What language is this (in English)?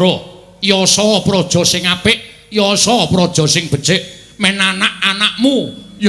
Javanese